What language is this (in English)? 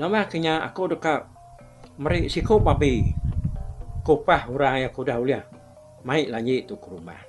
Iban